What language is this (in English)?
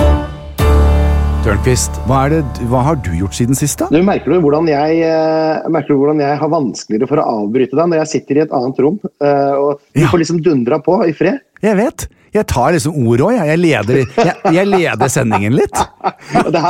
Norwegian